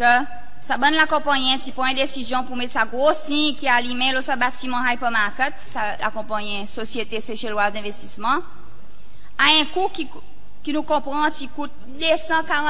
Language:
Seselwa Creole French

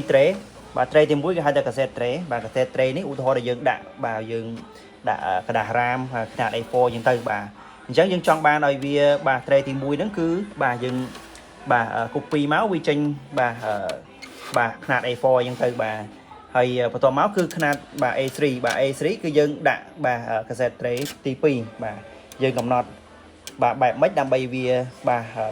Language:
Khmer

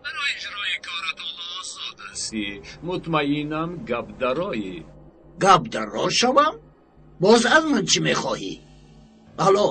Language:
Tajik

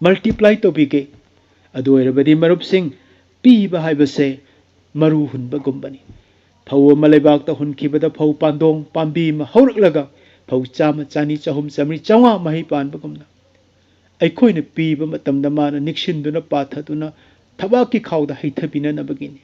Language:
Manipuri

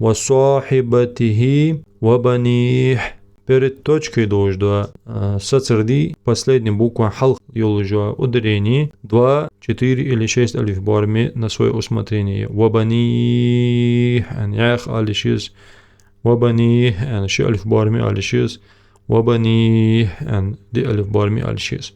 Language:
Ingush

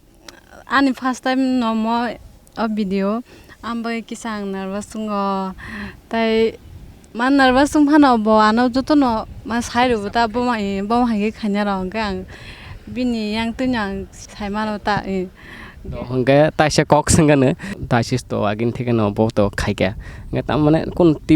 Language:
Kok Borok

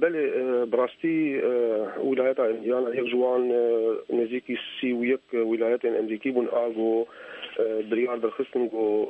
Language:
Kurdish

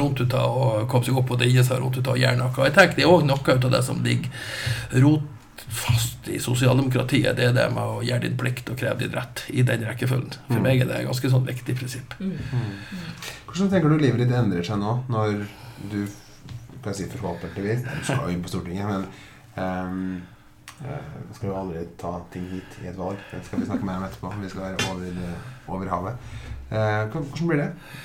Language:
Norwegian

